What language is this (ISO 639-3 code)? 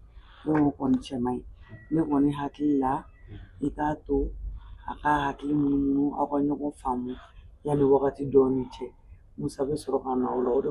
bam